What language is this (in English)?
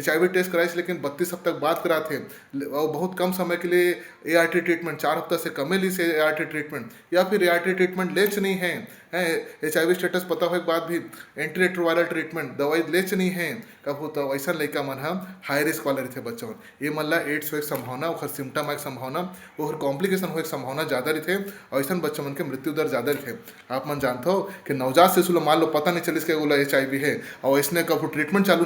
Chhattisgarhi